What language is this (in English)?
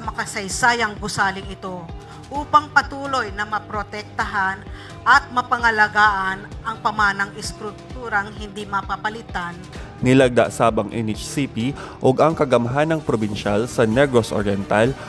Cebuano